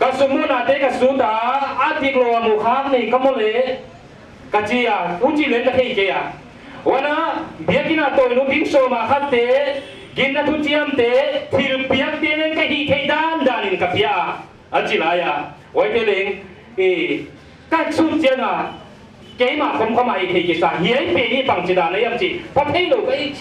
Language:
Paite Chin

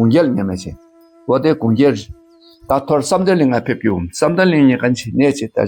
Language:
Dakpakha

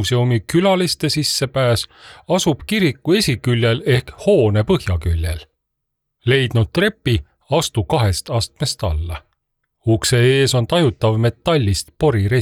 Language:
Estonian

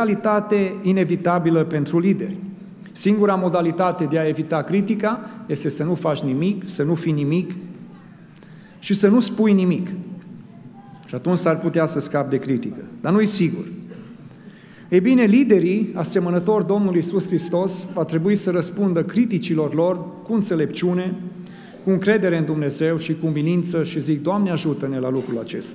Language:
Romanian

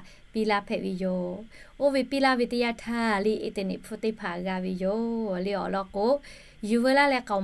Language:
Lahu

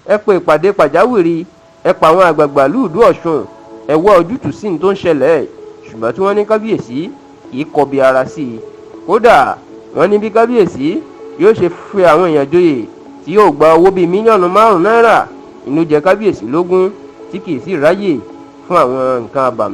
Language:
Yoruba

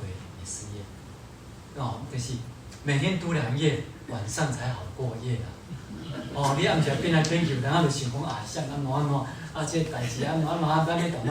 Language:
Min Nan Chinese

